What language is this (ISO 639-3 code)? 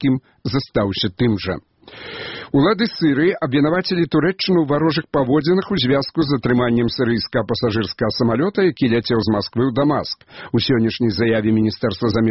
bel